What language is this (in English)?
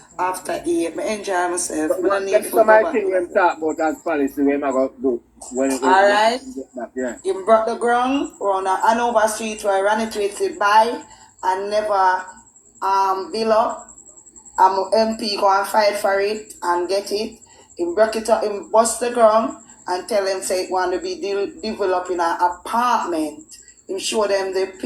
Jamaican Creole English